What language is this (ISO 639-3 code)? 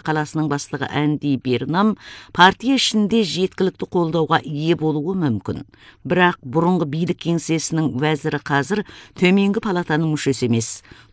kaz